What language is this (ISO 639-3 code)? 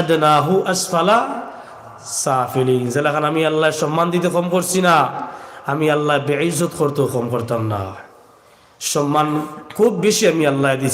syl